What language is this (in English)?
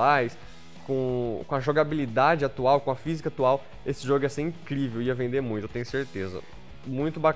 Portuguese